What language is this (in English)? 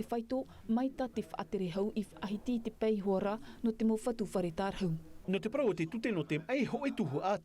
Tahitian